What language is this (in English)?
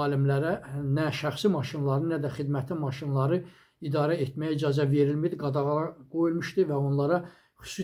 Azerbaijani